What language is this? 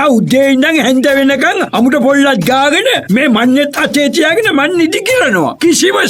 Sinhala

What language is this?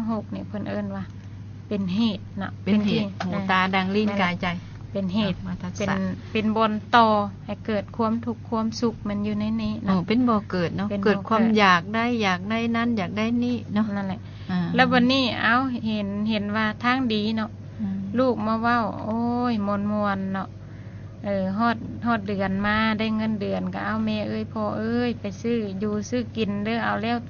Lao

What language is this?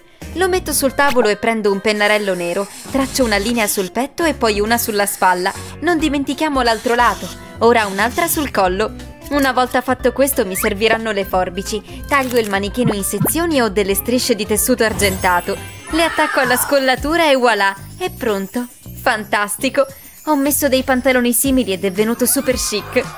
Italian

